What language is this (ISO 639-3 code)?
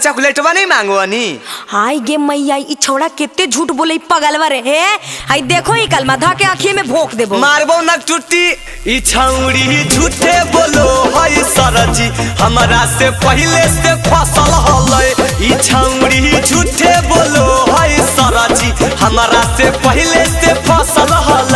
mag